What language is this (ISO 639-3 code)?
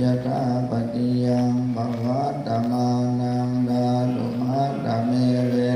pli